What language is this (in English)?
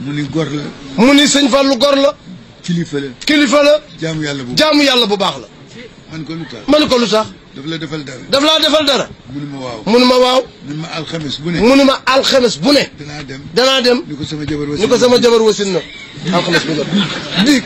Wolof